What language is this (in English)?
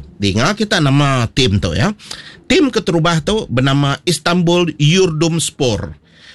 Iban